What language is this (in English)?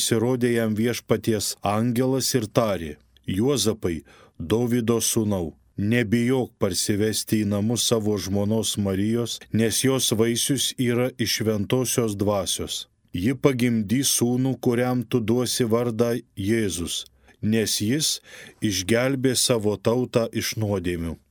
Lithuanian